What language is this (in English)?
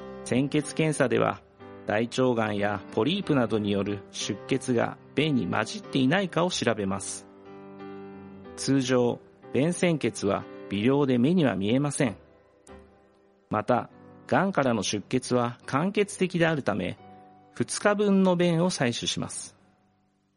Japanese